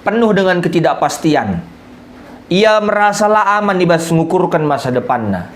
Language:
Batak Karo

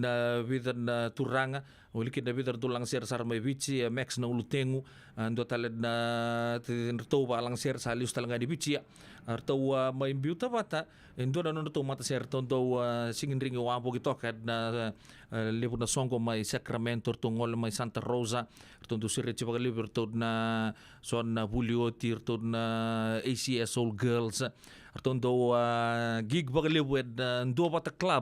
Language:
Fijian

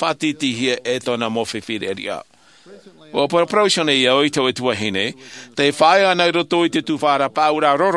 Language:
Tahitian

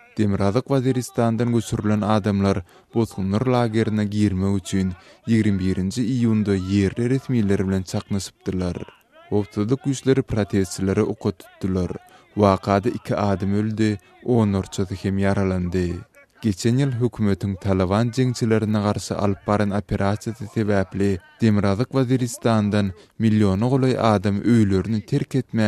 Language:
Turkmen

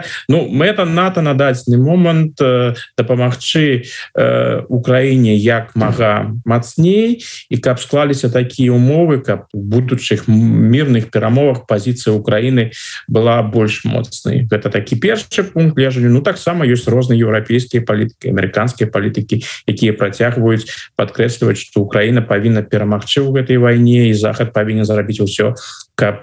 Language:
Belarusian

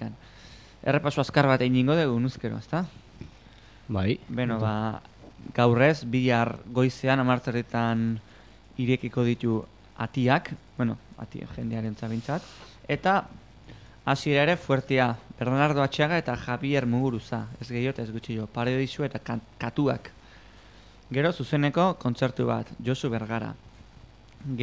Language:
Basque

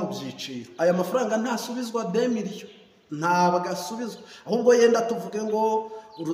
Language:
Kinyarwanda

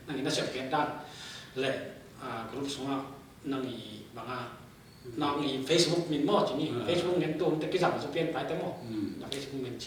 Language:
Tedim Chin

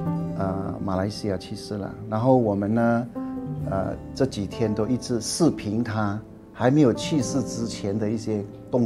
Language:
Chinese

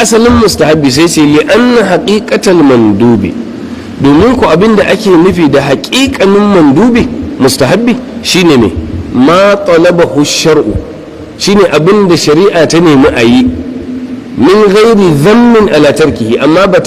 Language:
Hausa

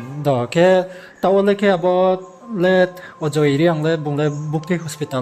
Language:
Riang (India)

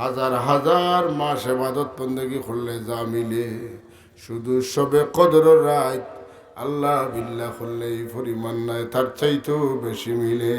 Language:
Sylheti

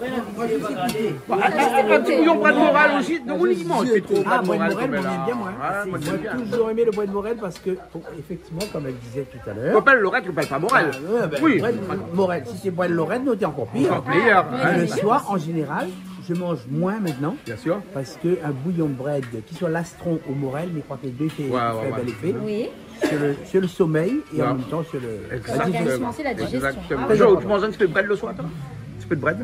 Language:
Réunion Creole French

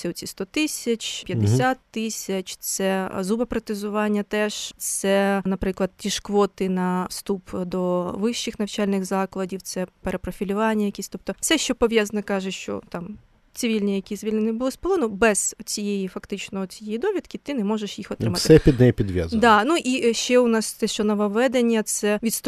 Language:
Ukrainian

